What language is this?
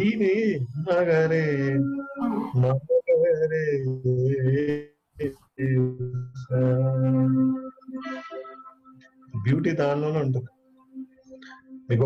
Telugu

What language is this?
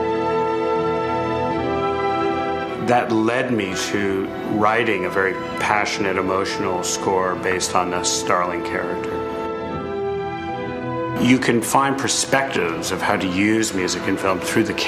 English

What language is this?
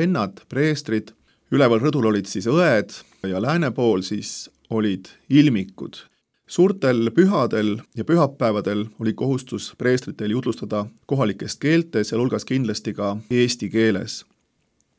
Estonian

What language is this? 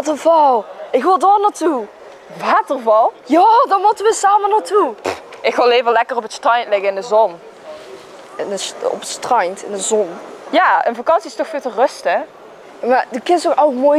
Limburgish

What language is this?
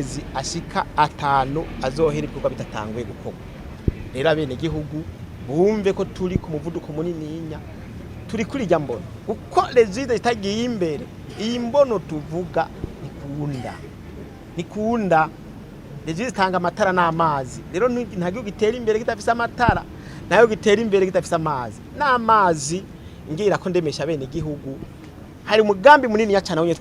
Rundi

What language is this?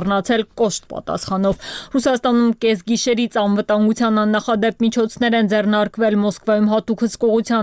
Armenian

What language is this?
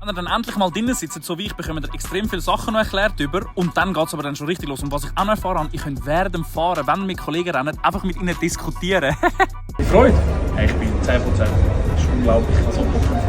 Swiss German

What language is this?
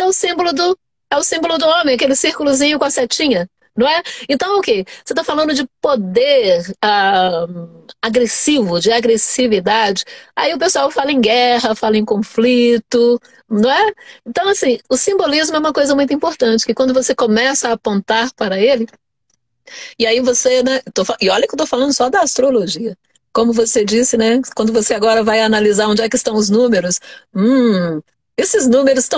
Portuguese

